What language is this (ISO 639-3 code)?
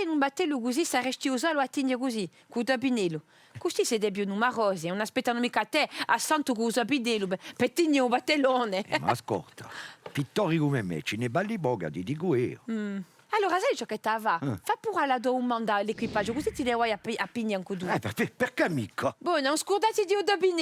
cos